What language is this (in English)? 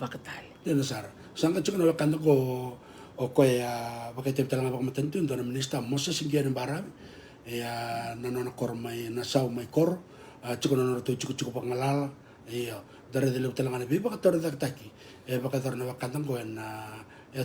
Fijian